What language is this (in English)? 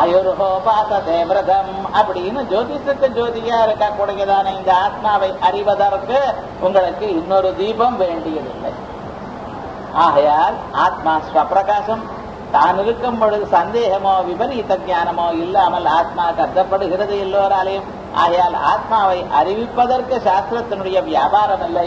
Tamil